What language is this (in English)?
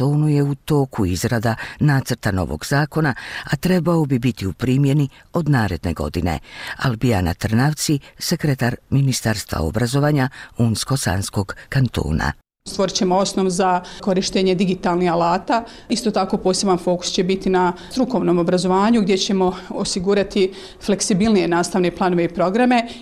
Bosnian